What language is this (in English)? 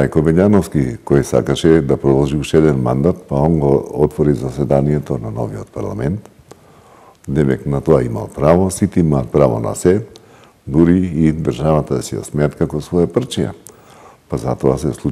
Macedonian